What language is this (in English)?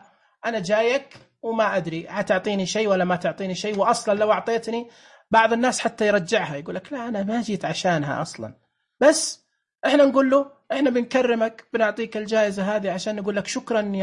Najdi Arabic